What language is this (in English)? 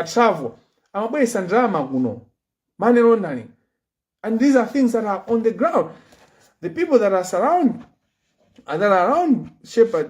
Nyanja